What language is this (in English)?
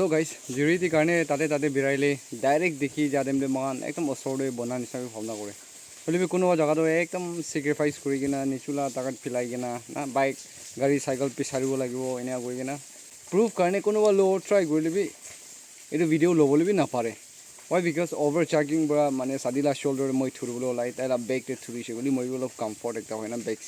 Naga Pidgin